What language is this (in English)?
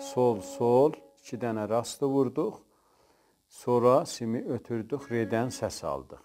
South Azerbaijani